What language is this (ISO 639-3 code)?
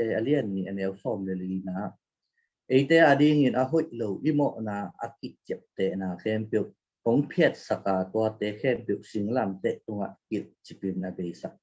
ctd